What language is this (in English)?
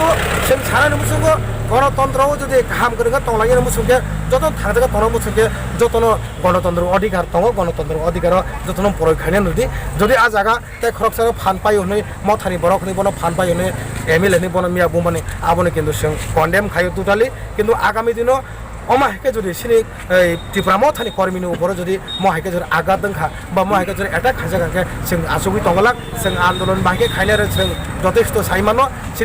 Kok Borok